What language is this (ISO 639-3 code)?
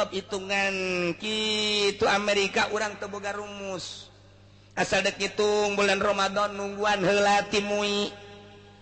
sun